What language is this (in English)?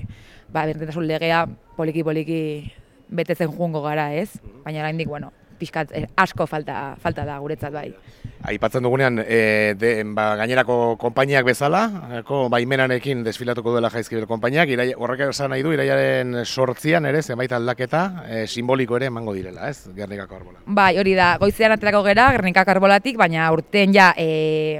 Basque